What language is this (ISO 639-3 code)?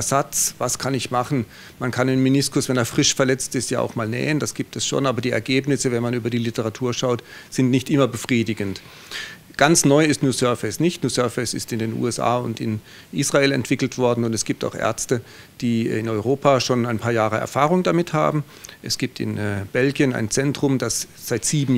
gsw